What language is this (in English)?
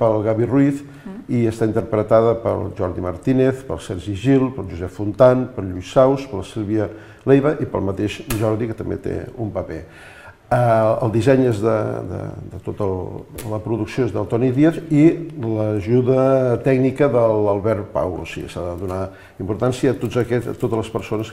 Catalan